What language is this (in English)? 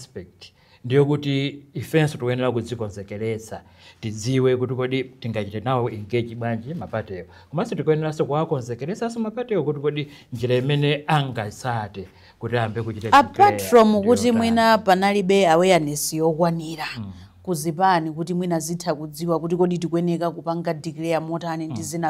Nyanja